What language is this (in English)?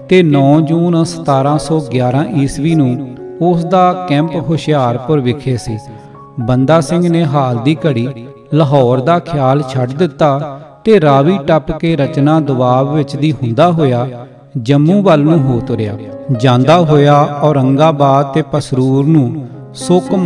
Punjabi